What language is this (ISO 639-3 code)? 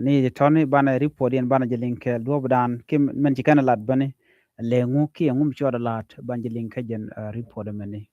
nus